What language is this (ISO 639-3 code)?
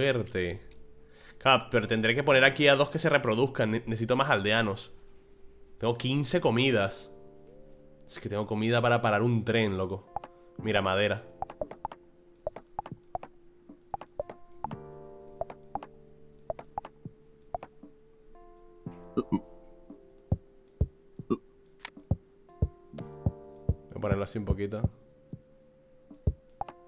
spa